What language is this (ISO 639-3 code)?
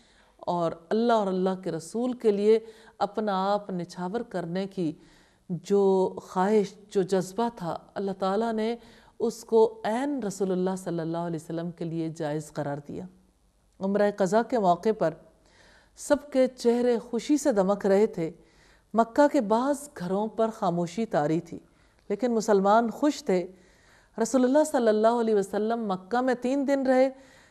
urd